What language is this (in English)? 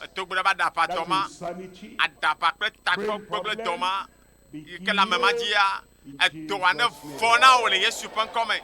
Ewe